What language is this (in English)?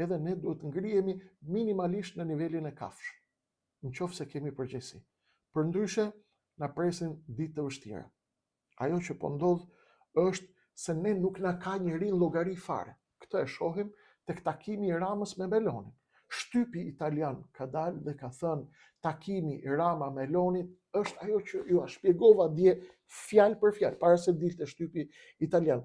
Albanian